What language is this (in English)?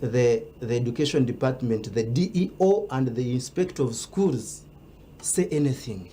Nyankole